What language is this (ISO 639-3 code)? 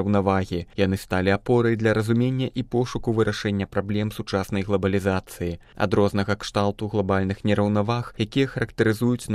bel